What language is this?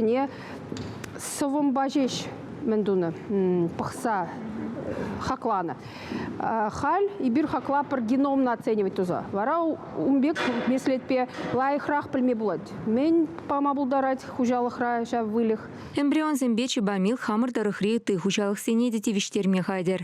Chuvash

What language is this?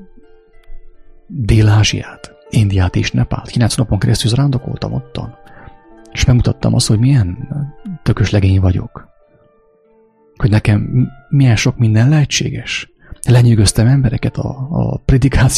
Hungarian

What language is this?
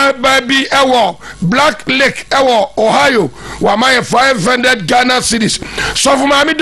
Akan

